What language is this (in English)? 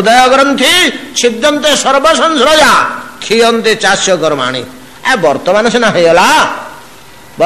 Odia